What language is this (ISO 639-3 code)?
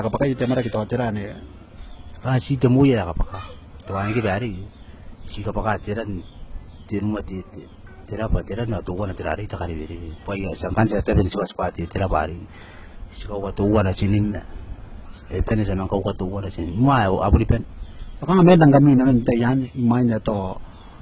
gil